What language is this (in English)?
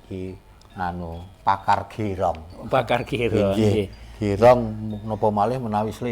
Javanese